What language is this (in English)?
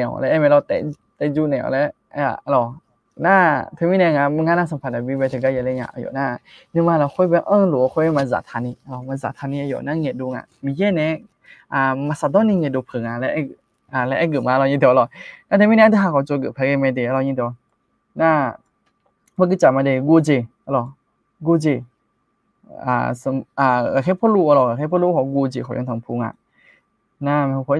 Akha